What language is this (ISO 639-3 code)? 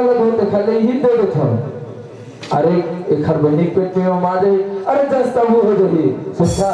hne